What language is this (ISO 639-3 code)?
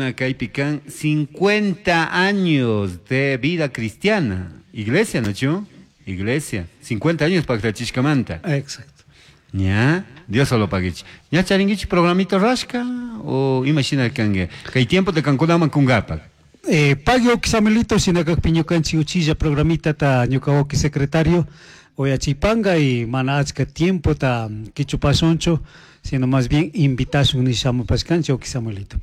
qug